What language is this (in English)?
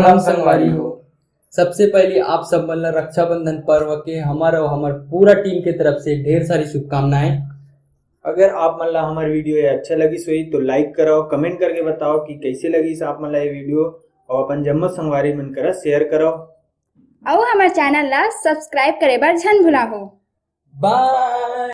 Chhattisgarhi